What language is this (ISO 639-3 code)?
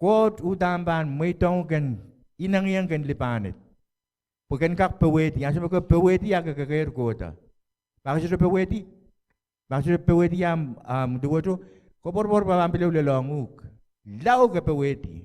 pon